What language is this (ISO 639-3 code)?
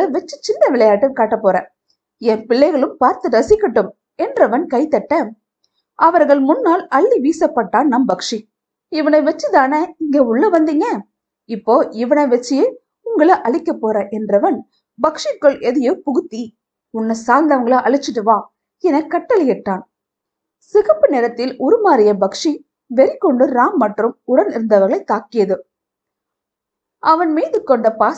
tam